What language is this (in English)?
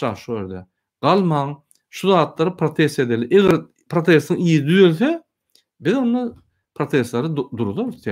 Turkmen